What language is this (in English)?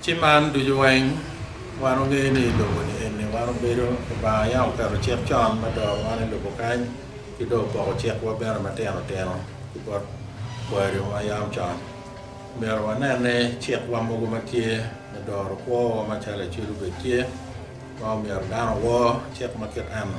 Acoli